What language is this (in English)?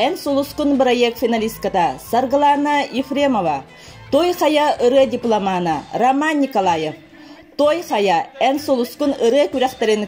Yakut